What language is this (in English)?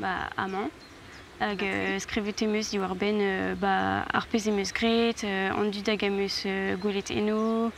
Breton